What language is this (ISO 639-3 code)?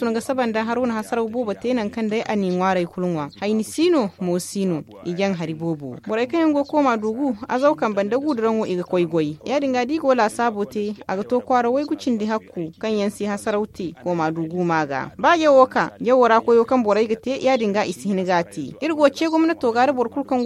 dje